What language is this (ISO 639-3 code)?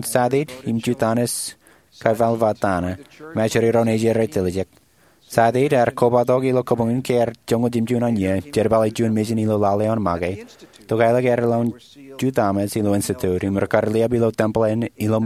mah